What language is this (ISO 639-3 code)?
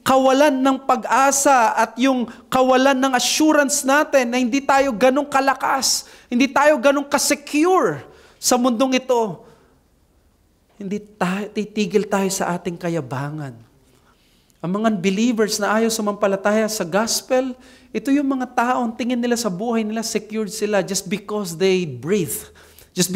fil